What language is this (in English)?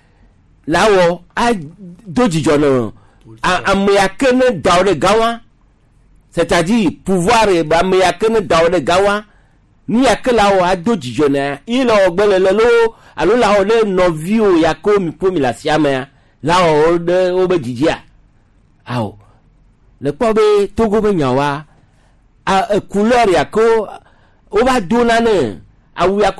Gen